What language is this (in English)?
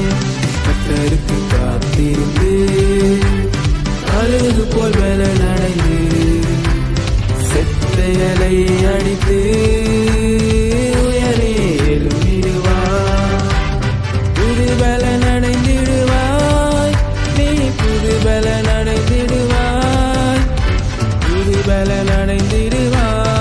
Tamil